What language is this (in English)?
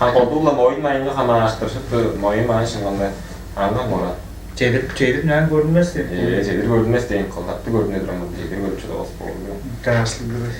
Tuvinian